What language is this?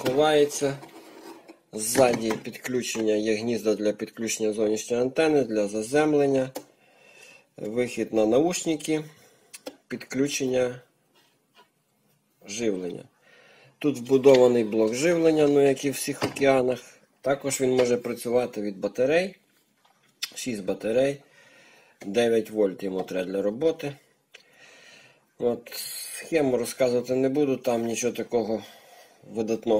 Ukrainian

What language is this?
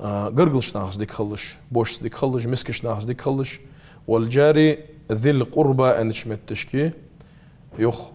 Ingush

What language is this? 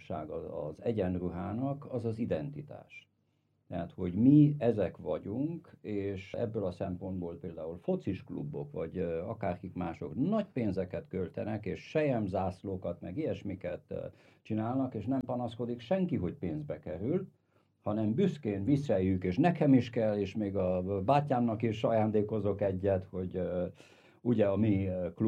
Hungarian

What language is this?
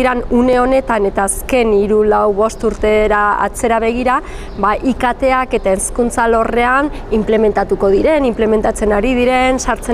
Basque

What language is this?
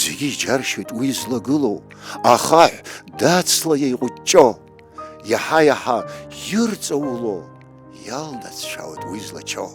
Abkhazian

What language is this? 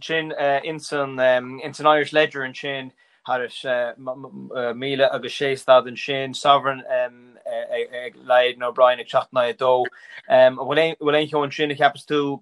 Irish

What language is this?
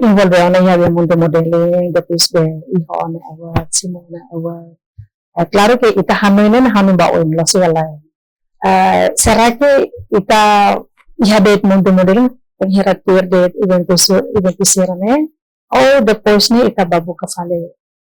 Tetum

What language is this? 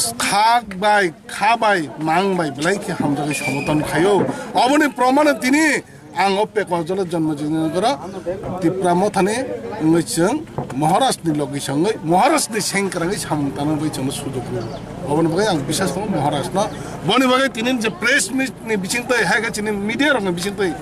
Kok Borok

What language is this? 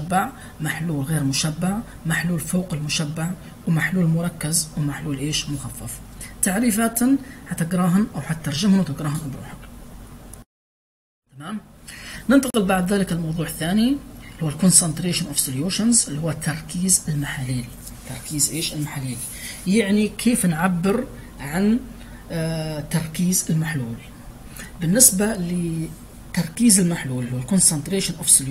Libyan Arabic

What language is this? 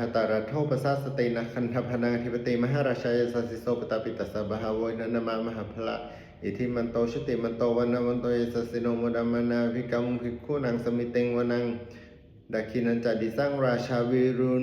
Pali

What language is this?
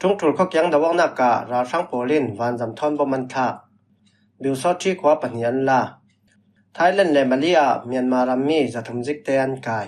Falam Chin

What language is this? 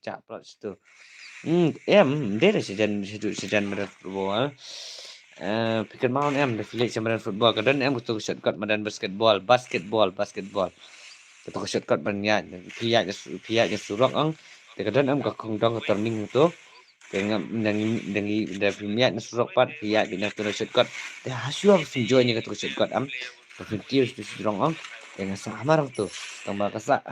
Khasi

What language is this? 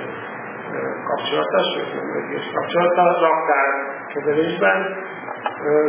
Hungarian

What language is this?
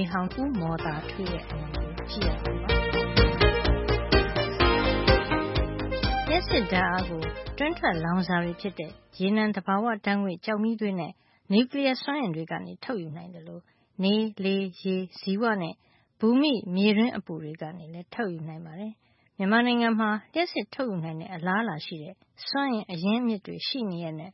Burmese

